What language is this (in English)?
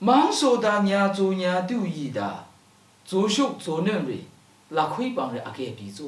Lashi